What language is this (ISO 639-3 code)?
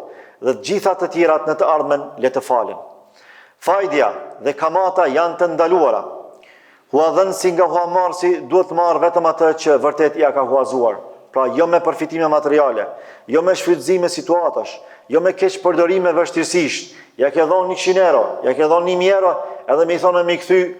sqi